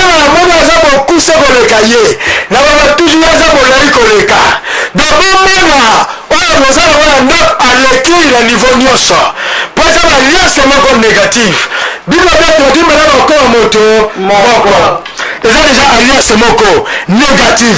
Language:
Lingala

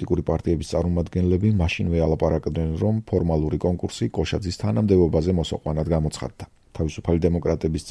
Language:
Georgian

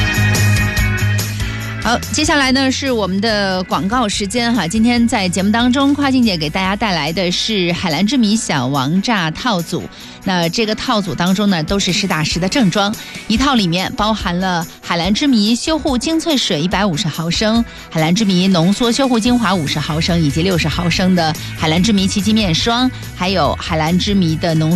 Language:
Chinese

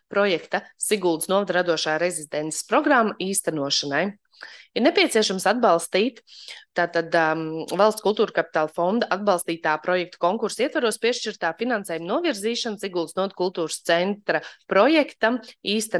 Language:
Latvian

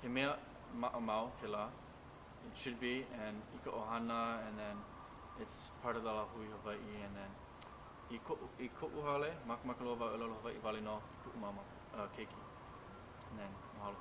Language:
Hawaiian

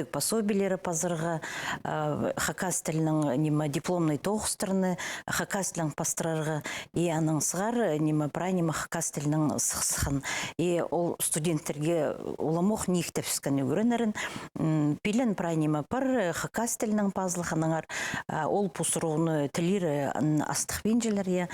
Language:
Khakas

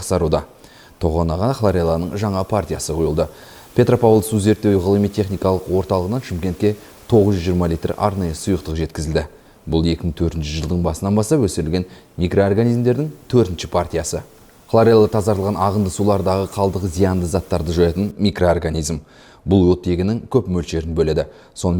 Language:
Kazakh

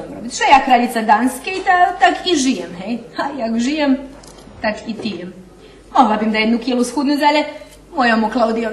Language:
Rusyn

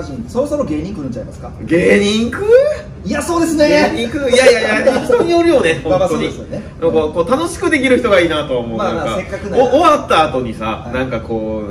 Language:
Japanese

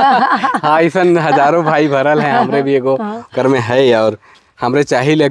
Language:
Sadri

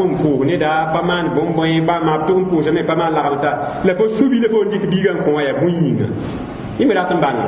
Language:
Mossi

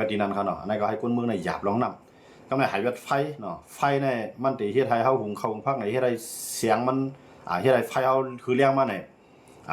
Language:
Shan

